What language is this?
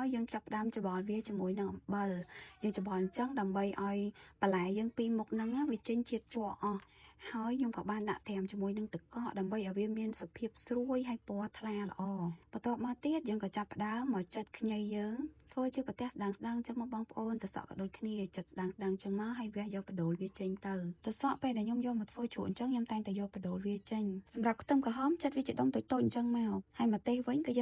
Khmer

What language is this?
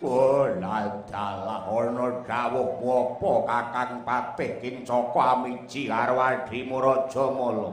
Javanese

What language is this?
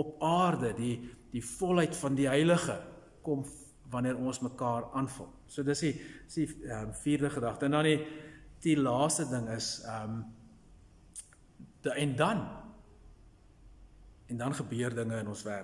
Afrikaans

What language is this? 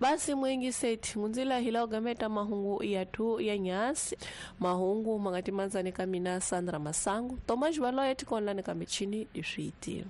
Tsonga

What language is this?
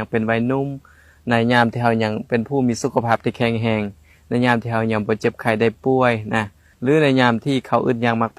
Lao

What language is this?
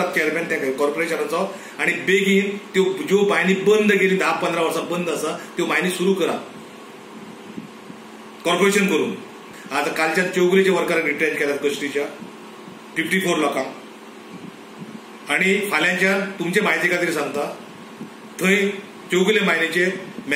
Konkani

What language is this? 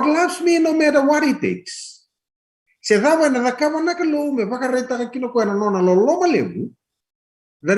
Fijian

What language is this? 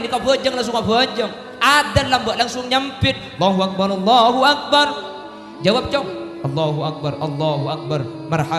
Madurese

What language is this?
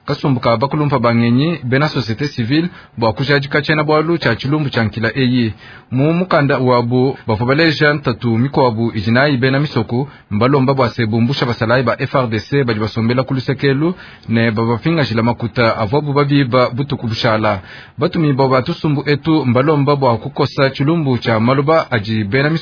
Luba-Lulua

